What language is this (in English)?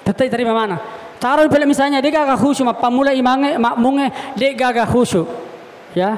Buginese